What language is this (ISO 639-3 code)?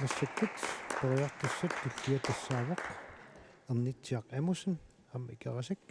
kal